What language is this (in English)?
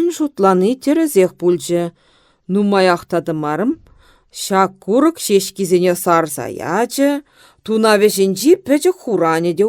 Chuvash